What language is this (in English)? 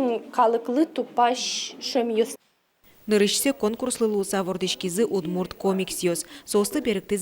Udmurt